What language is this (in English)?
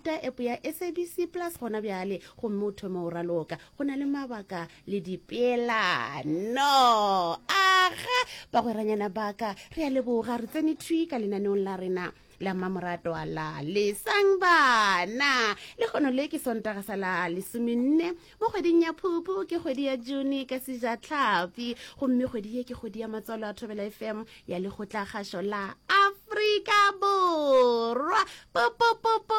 Northern Sotho